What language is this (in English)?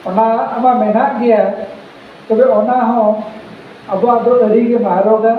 Santali